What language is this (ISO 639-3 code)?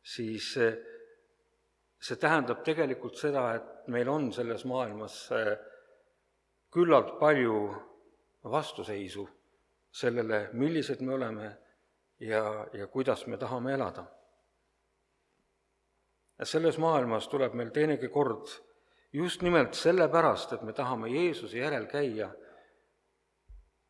est